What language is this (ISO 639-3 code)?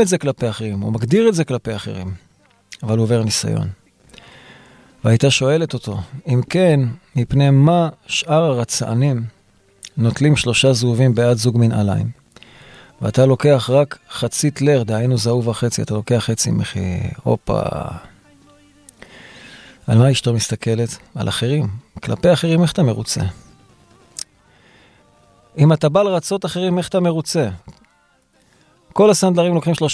heb